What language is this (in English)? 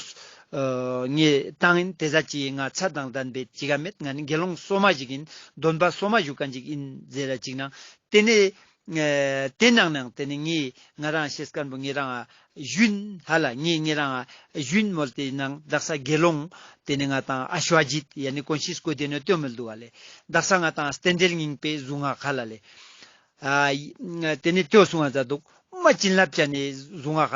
Ladakhi